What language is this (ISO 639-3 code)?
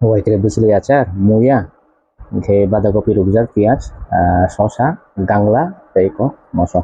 trp